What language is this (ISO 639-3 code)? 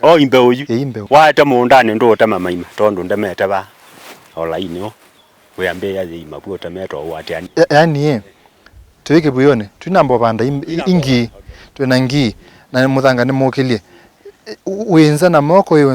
kam